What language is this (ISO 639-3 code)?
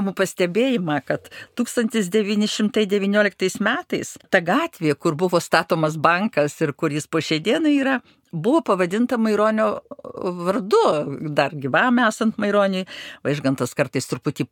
lit